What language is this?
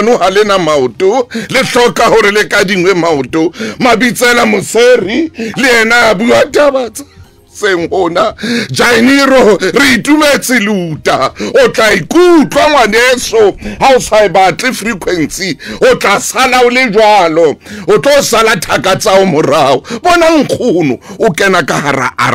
Southern Sotho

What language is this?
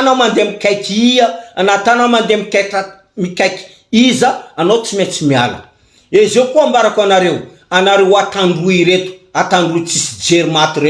Malagasy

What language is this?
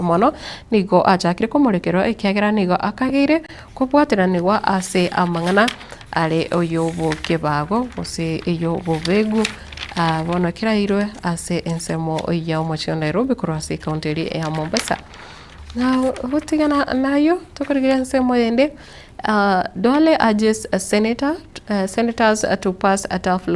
Gusii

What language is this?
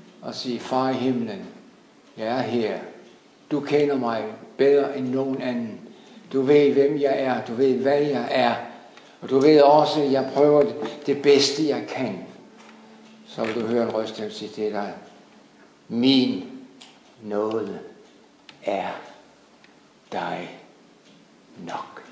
Danish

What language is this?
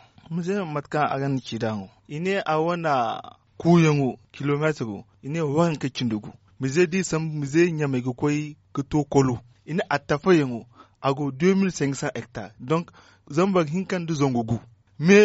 Zarma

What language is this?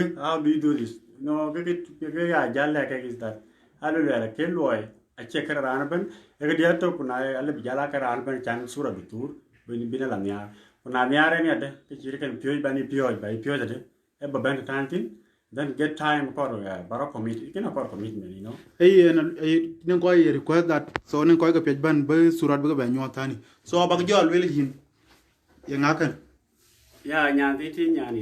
Dinka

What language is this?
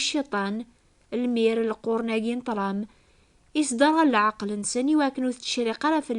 Kabyle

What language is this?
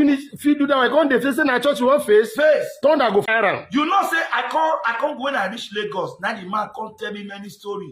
Nigerian Pidgin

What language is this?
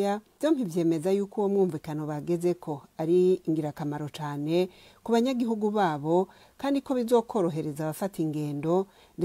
Rundi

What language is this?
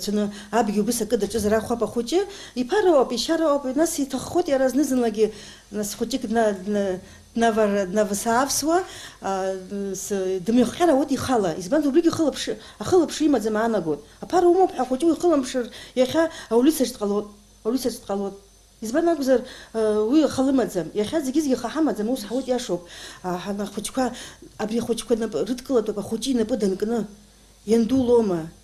Abkhazian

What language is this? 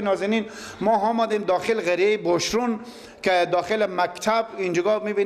Persian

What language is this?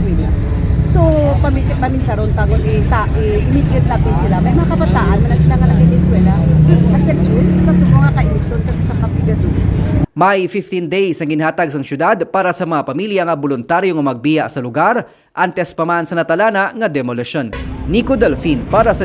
Hiligaynon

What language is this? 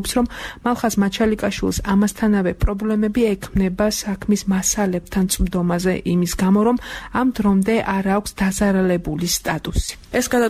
Georgian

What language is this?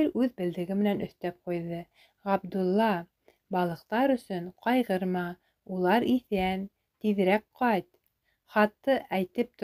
Bashkir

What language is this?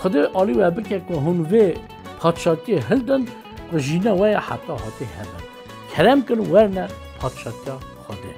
Kurdish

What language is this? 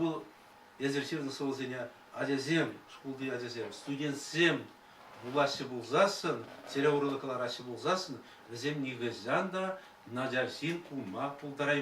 Chuvash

